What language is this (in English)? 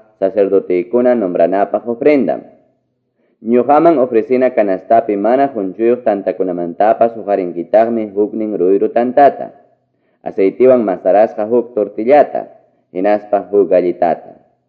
Quechua